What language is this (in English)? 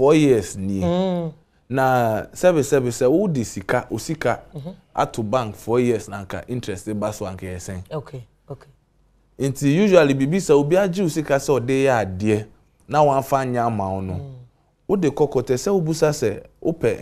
Akan